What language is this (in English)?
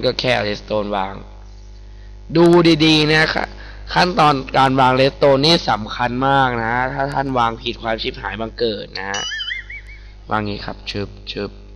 Thai